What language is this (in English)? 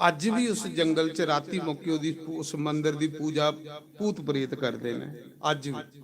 Dogri